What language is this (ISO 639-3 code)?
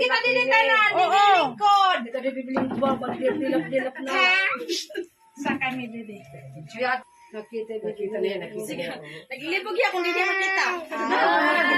war